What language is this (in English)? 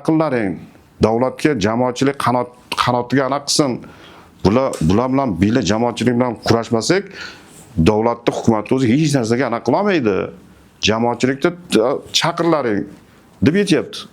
Uzbek